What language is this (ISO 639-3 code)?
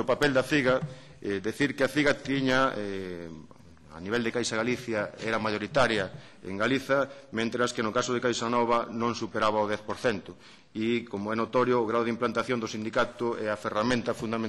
glg